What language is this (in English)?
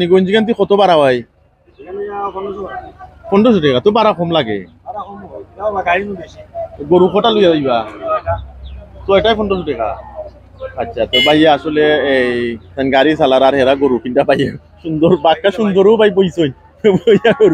Sylheti